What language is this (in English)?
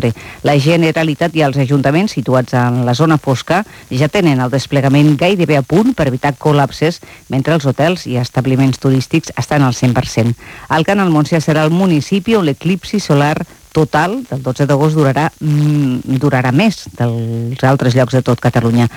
Catalan